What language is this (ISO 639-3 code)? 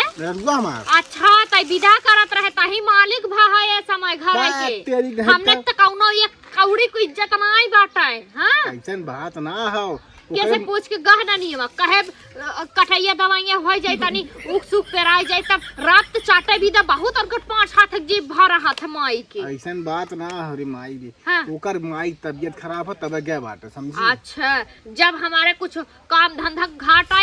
awa